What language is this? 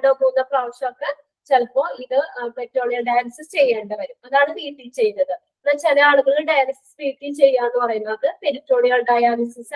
Malayalam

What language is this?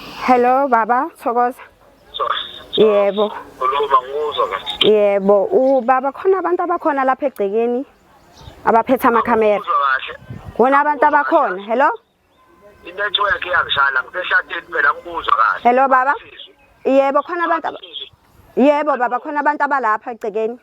Zulu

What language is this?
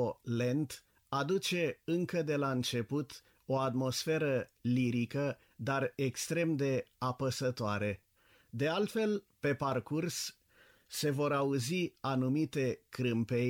Romanian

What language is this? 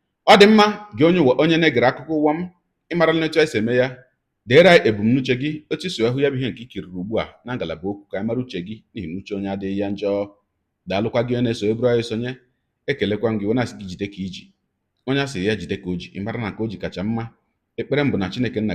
Igbo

